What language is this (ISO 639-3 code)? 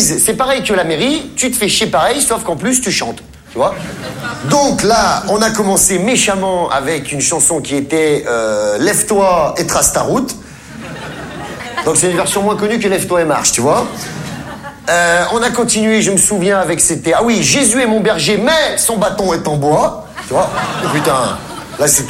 fra